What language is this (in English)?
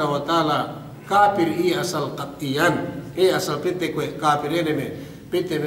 Yakan